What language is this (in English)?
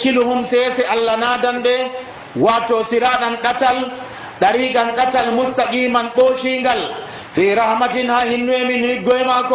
Nigerian Fulfulde